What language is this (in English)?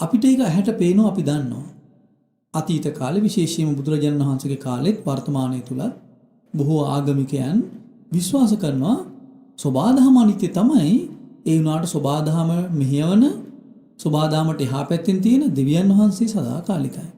Sinhala